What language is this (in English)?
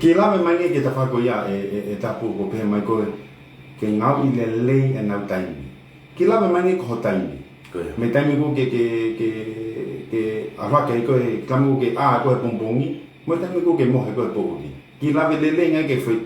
Tongan